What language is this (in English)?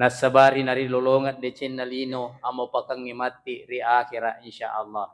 Buginese